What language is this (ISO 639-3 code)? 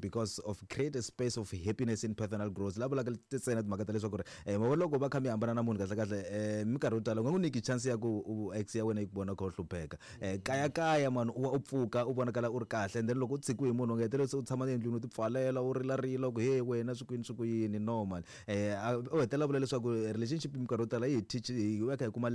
tso